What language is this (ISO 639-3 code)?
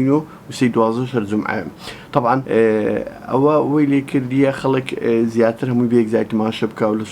ckb